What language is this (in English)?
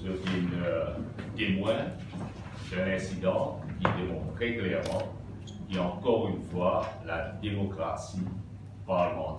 Morisyen